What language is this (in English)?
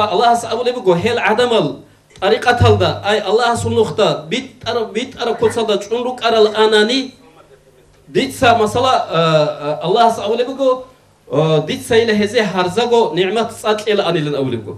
Avaric